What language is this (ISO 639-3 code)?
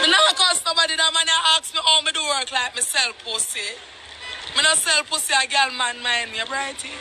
jam